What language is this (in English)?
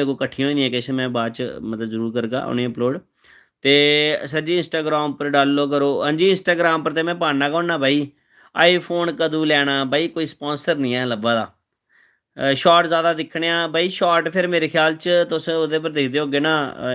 Dogri